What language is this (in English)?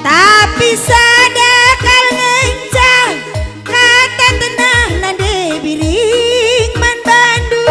Batak Karo